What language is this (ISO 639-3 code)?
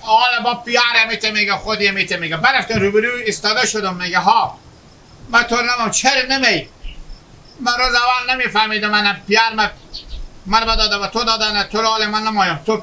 haz